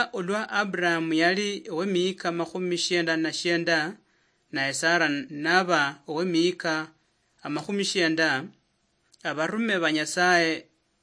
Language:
Luyia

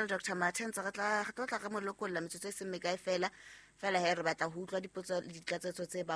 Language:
Southern Sotho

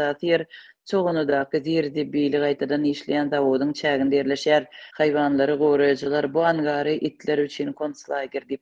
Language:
Turkmen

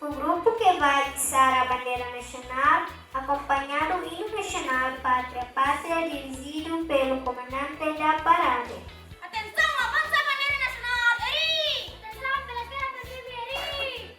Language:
Tetum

